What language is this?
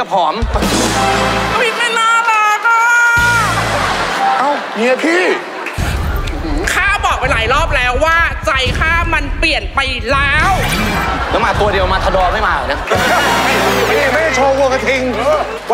Thai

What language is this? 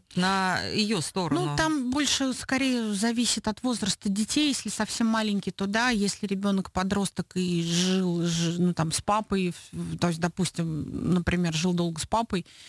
Russian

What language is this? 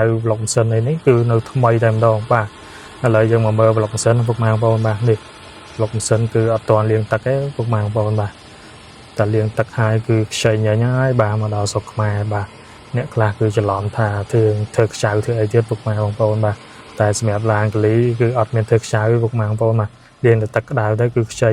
Khmer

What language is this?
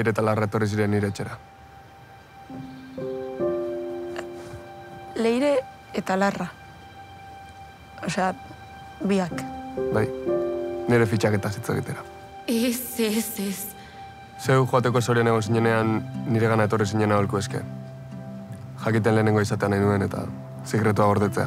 Basque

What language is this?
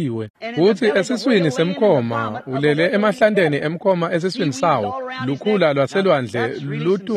Swati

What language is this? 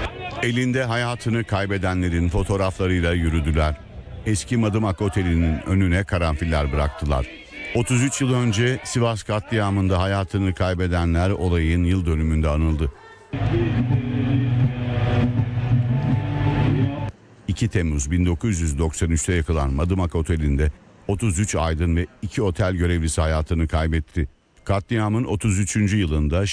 Turkish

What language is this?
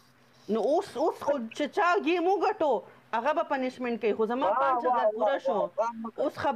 Pashto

